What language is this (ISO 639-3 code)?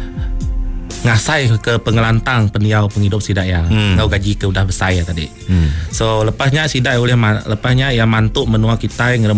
iba